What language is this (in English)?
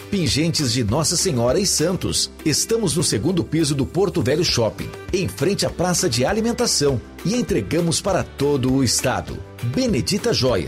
Portuguese